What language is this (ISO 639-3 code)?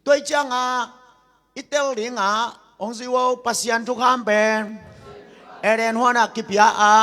ctd